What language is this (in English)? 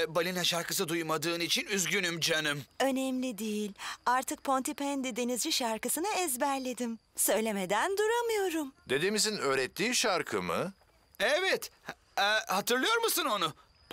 Turkish